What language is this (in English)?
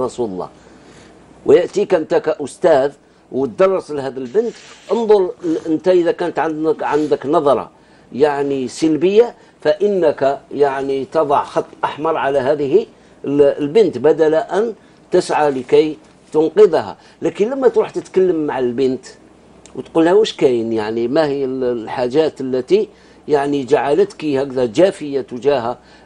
Arabic